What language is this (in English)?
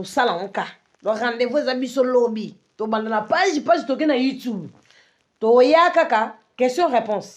Lingala